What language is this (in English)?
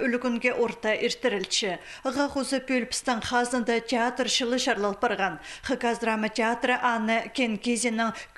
Khakas